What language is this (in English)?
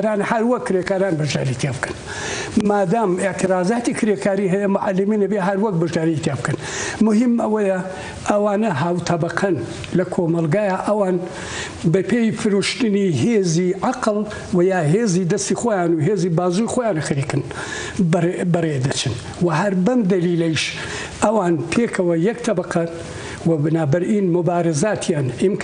Central Kurdish